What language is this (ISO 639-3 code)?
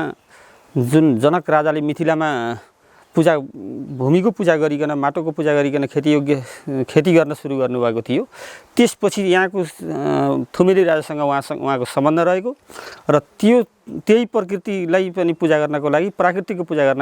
nep